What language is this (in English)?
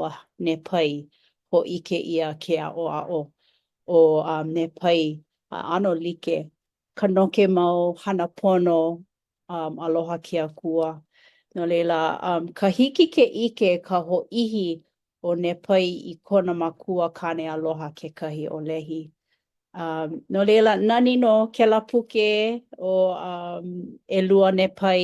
Hawaiian